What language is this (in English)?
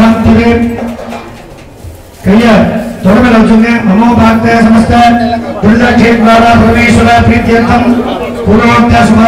Tamil